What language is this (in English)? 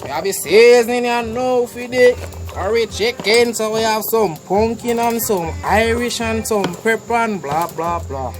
Jamaican Creole English